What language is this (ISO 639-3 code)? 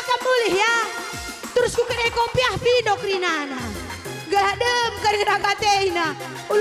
btx